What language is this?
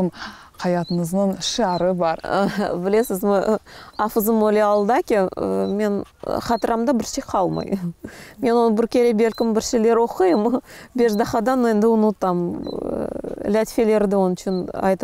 Crimean Tatar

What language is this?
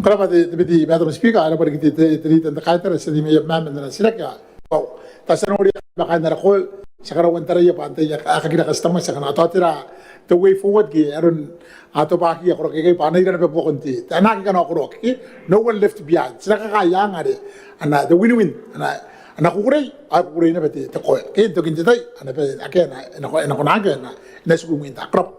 Gilbertese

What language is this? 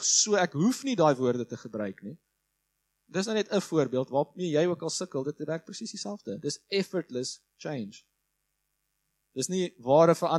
Afrikaans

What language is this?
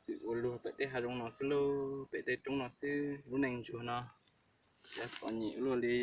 Hmong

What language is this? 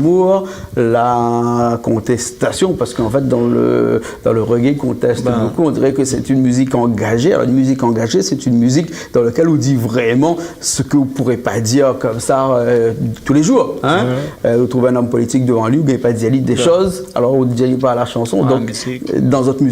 Réunion Creole French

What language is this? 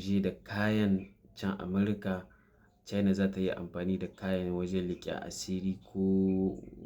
Hausa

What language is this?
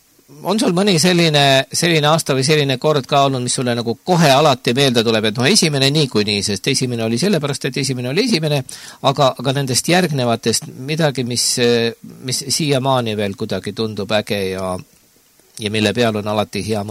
Estonian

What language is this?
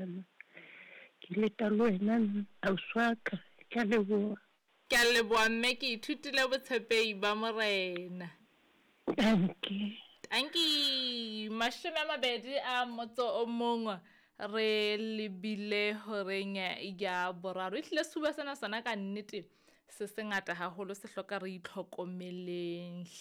Southern Sotho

